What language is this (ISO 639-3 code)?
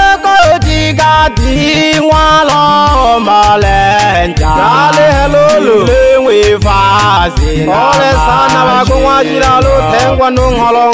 swa